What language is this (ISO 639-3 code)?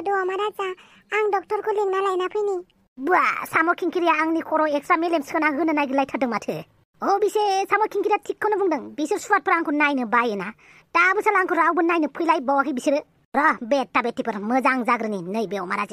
brx